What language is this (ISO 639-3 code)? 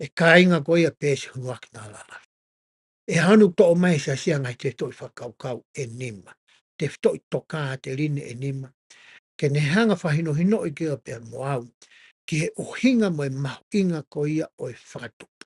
ton